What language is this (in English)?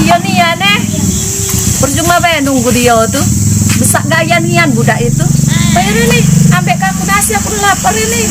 Musi